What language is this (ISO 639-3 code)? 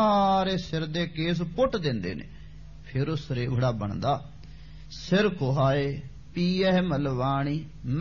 pan